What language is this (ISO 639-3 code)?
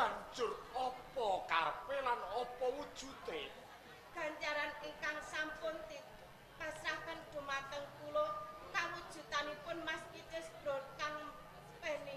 jav